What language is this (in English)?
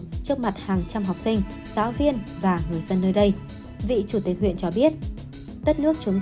Vietnamese